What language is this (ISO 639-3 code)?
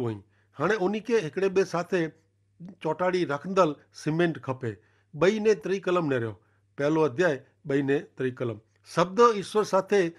kfr